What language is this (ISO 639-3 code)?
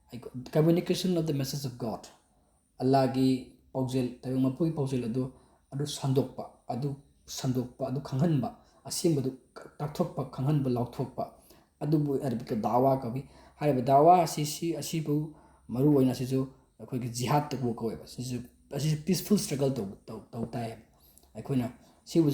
mni